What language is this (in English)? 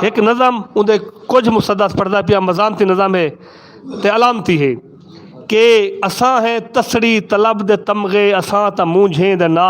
Saraiki